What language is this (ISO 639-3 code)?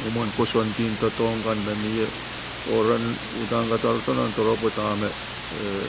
pon